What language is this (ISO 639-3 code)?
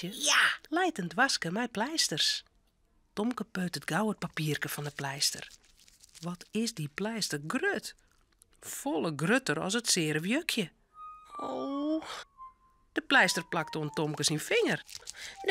fry